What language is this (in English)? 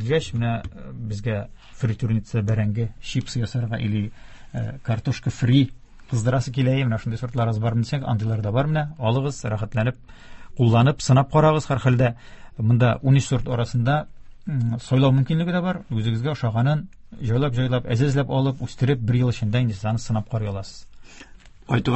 Tatar